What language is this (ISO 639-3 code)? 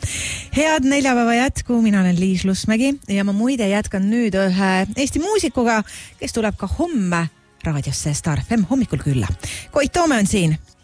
est